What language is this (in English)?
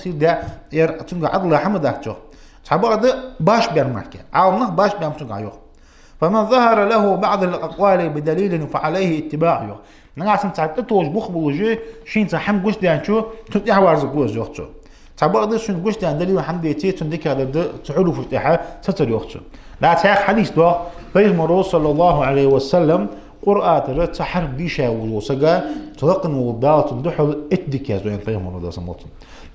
Ingush